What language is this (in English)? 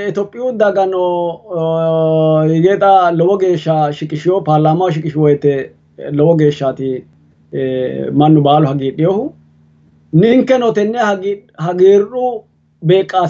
Sidamo